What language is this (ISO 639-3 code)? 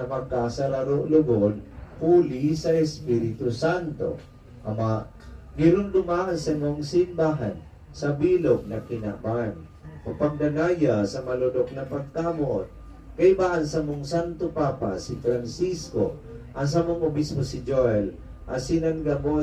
bik